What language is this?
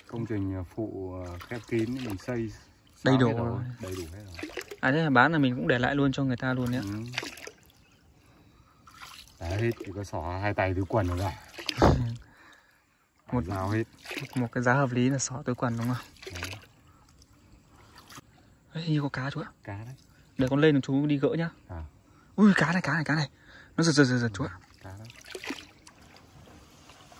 Vietnamese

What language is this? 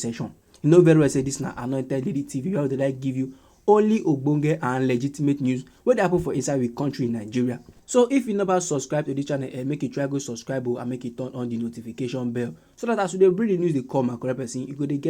Nigerian Pidgin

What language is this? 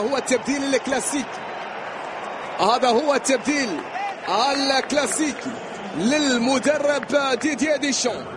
Arabic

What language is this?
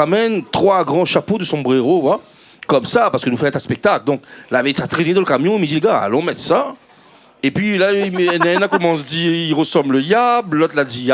Réunion Creole French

